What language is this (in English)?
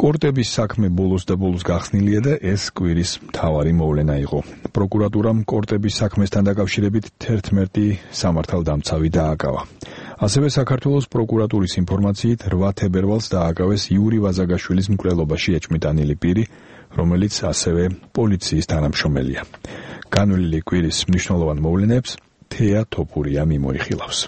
Georgian